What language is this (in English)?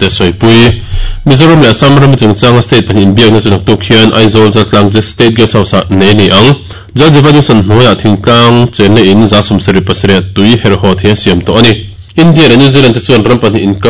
Mizo